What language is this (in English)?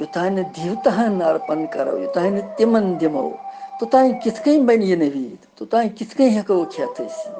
Kashmiri